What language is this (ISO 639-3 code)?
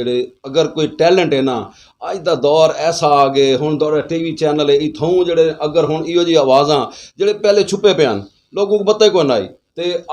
lah